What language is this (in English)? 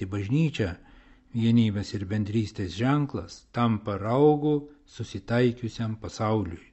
Lithuanian